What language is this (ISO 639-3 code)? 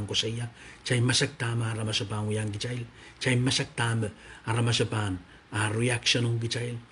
pon